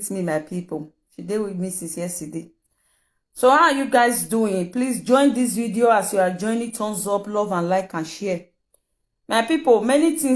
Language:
Nigerian Pidgin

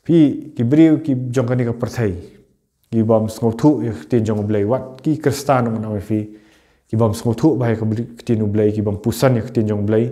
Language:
Khasi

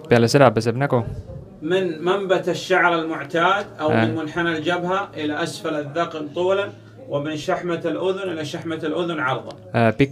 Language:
Estonian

